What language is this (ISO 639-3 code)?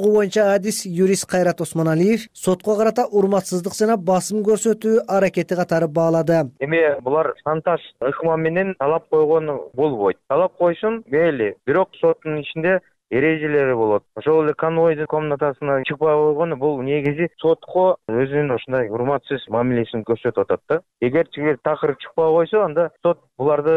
kir